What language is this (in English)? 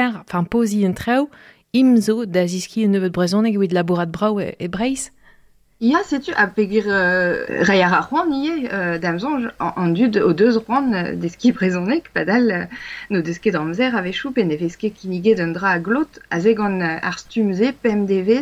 Breton